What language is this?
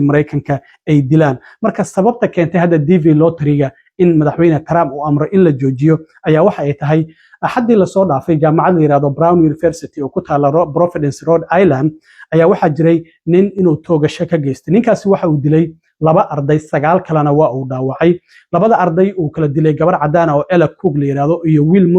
Somali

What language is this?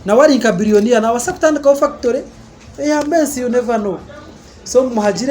Nyankole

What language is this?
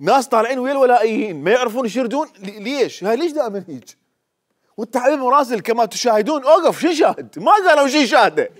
Mesopotamian Arabic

